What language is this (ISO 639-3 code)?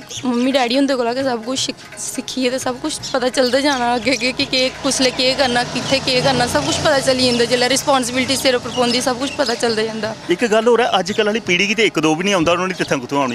doi